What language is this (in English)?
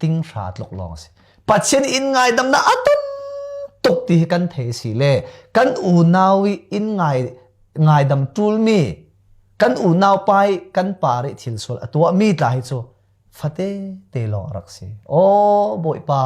Falam Chin